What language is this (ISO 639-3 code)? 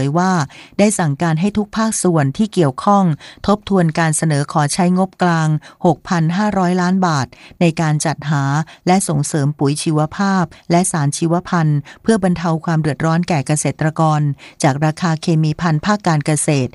tha